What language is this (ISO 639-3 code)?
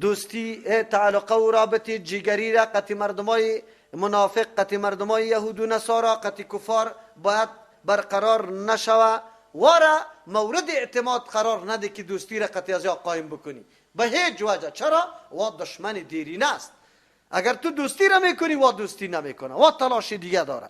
fas